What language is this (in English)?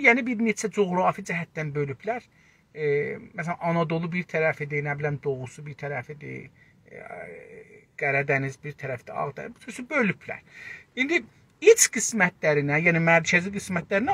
South Azerbaijani